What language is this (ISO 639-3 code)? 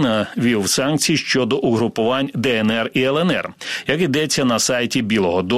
ukr